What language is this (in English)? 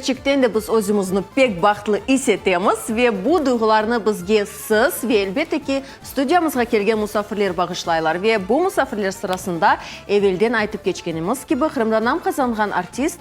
Crimean Tatar